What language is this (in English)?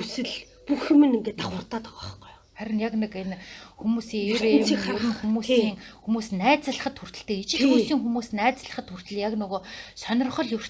Mongolian